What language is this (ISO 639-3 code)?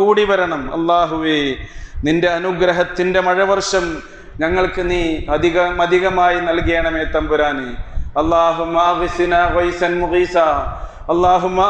mal